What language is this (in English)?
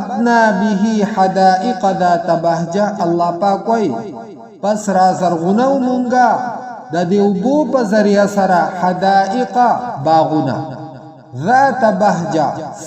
Pashto